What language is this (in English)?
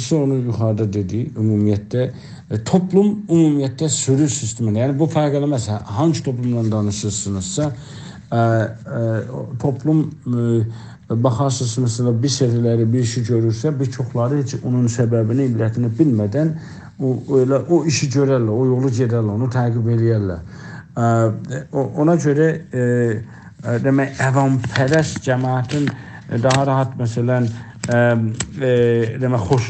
South Azerbaijani